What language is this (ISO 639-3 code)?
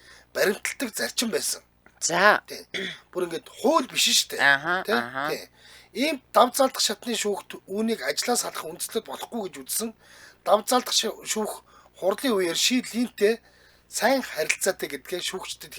mon